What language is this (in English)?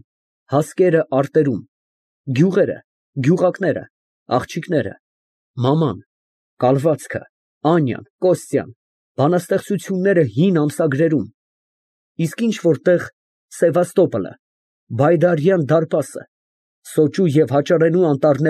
Armenian